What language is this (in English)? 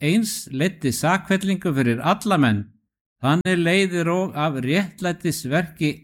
Icelandic